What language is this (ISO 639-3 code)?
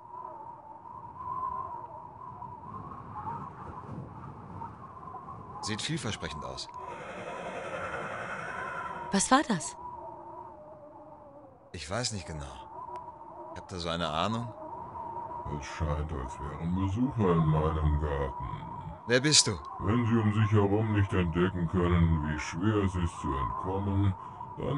deu